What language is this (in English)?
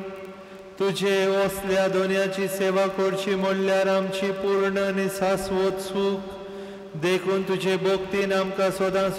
Konkani